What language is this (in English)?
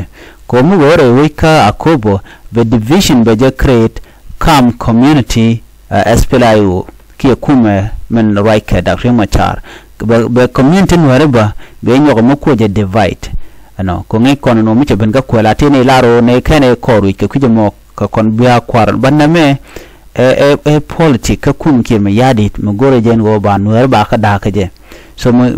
Nuer